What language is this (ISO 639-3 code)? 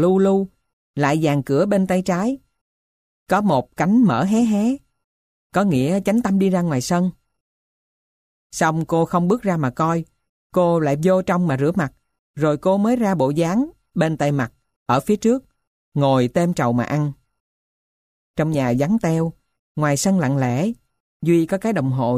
vie